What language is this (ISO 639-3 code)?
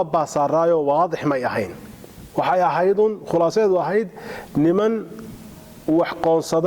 som